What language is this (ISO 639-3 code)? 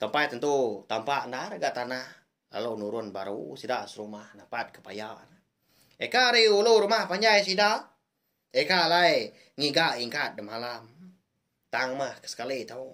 iba